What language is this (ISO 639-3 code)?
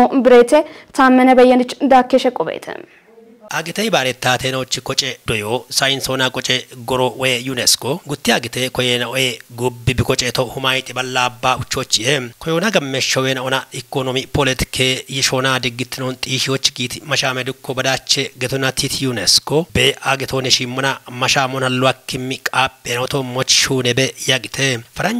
kbr